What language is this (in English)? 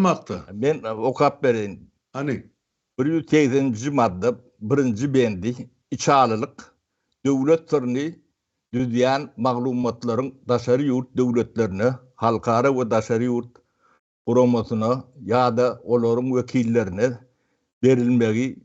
Turkmen